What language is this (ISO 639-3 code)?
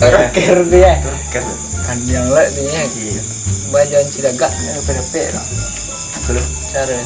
min